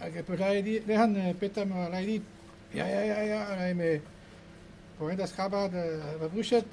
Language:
Breton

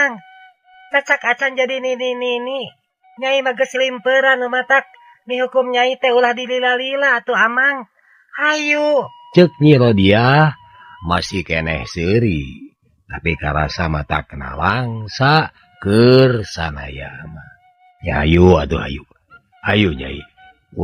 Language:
Sundanese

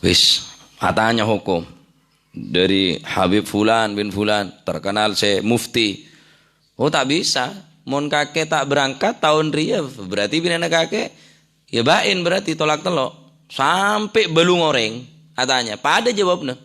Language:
Madurese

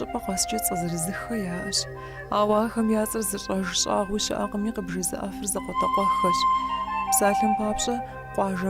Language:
Kabardian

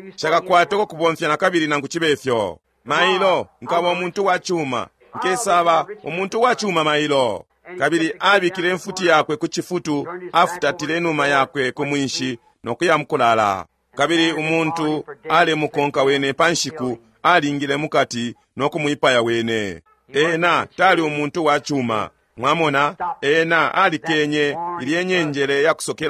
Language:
Bemba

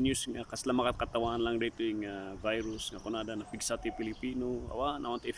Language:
Iloko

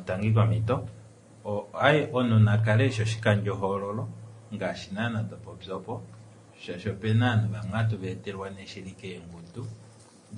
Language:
Kuanyama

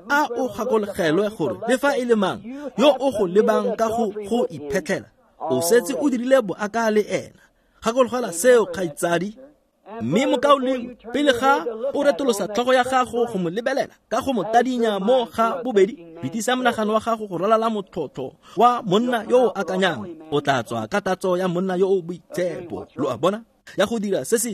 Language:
Tswana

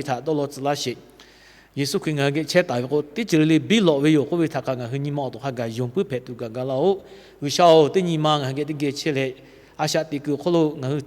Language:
Lahu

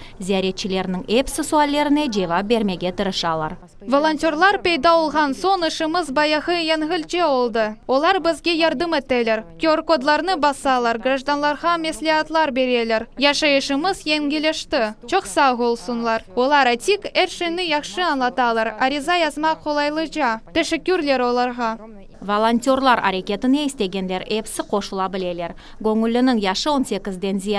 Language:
Crimean Tatar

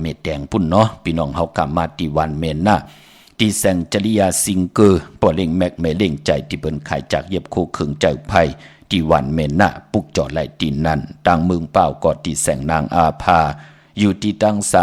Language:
Shan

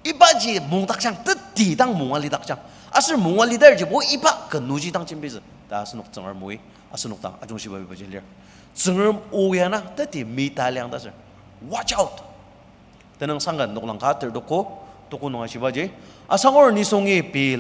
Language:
Ao Naga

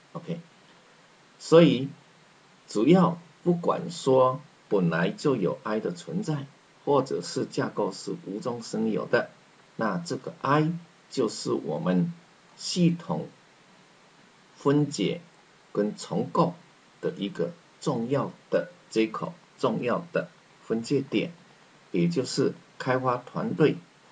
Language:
Chinese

